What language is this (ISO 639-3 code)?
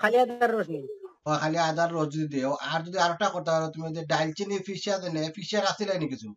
syl